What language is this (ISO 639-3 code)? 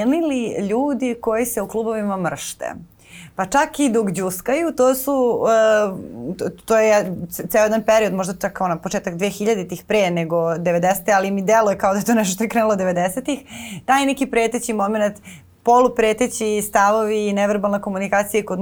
srp